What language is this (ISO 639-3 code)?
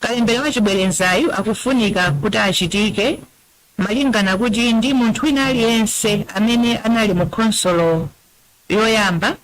nya